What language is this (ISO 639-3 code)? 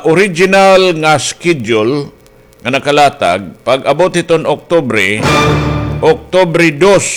war